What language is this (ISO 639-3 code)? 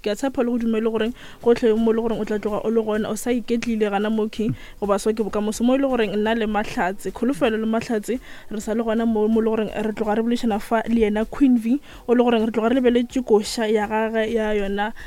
nso